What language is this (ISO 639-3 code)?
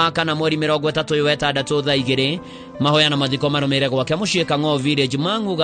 kik